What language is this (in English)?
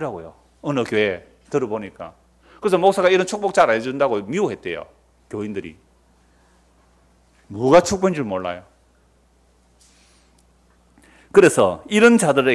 Korean